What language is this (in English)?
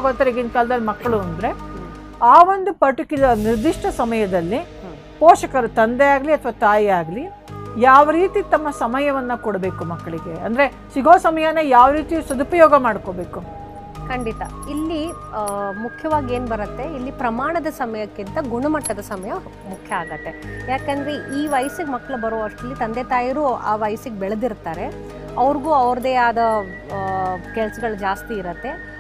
Kannada